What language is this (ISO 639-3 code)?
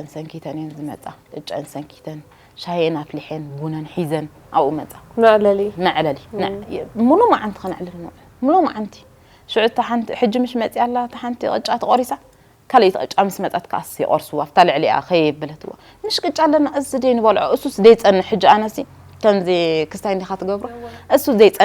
tir